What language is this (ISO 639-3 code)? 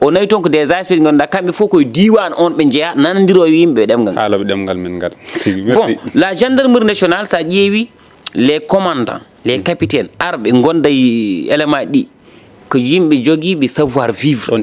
ful